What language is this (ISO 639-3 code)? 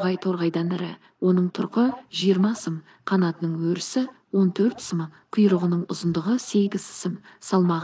kaz